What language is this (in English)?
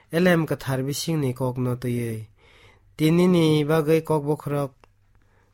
Kok Borok